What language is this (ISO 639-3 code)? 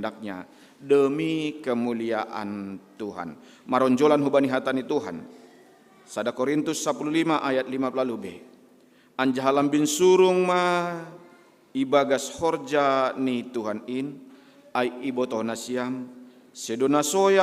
bts